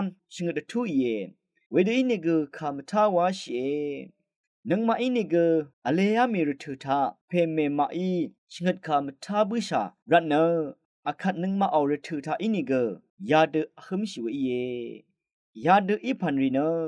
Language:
Rawang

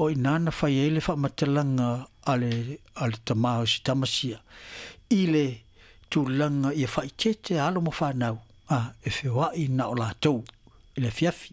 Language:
Samoan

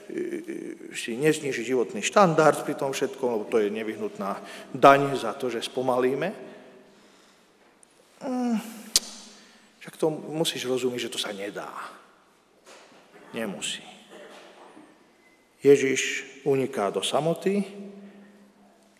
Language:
Slovak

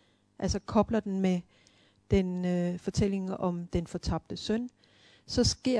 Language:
Danish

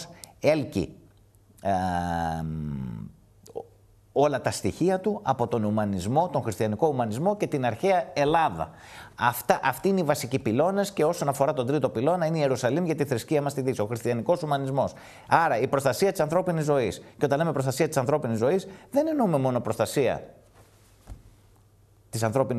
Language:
Greek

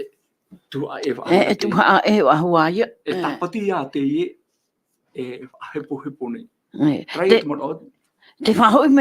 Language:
Tahitian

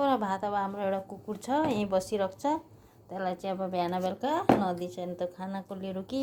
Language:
Nepali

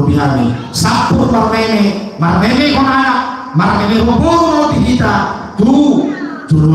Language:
Batak Toba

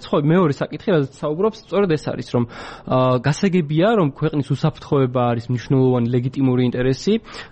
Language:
Georgian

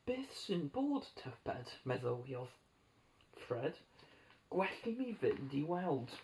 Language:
Welsh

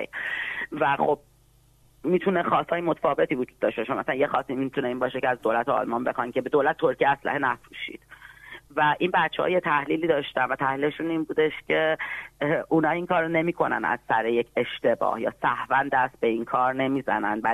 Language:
Persian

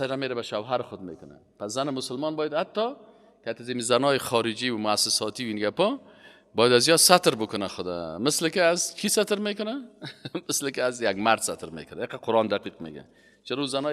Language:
Persian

